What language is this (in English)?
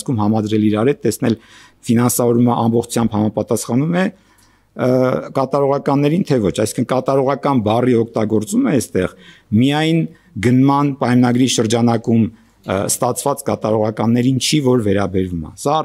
Armenian